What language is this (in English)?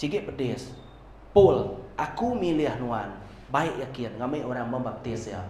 Iban